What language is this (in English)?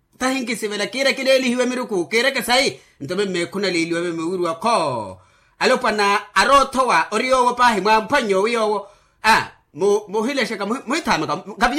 Makhuwa